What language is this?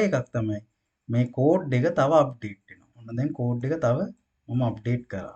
Sinhala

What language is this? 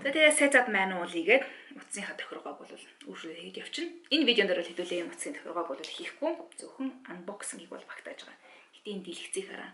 Mongolian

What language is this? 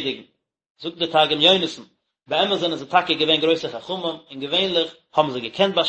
Yiddish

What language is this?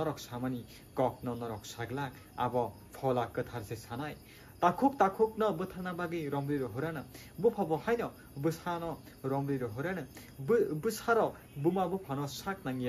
Kok Borok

